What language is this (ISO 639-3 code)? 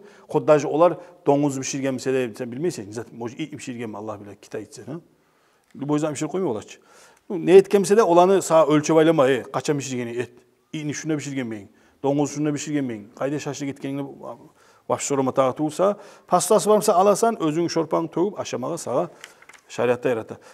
kum